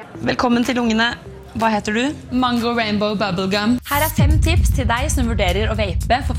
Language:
Norwegian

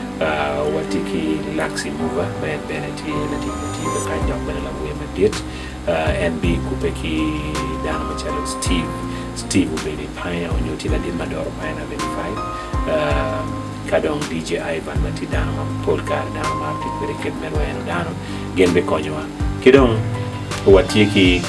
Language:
Acoli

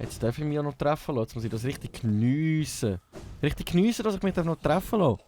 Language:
Swiss German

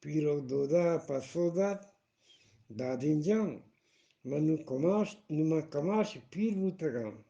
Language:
Eastern Balochi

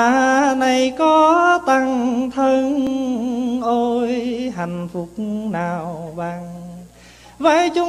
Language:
Vietnamese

